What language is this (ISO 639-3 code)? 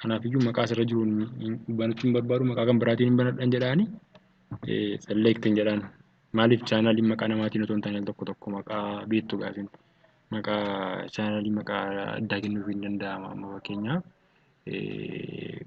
orm